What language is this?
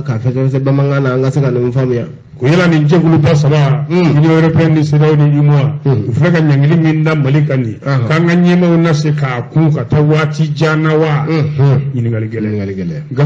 Bambara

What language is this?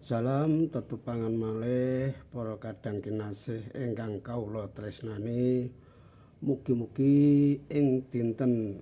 Javanese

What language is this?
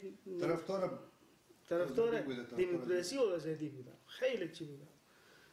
Persian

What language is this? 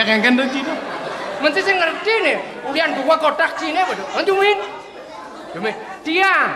Balinese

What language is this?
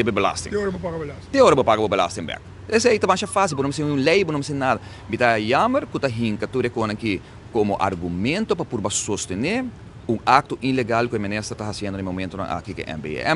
Papiamento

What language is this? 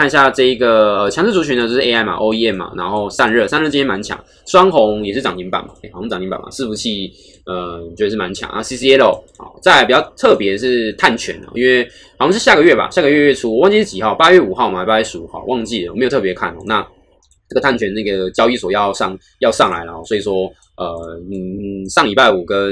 Chinese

